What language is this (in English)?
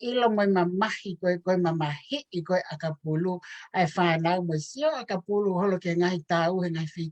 Tongan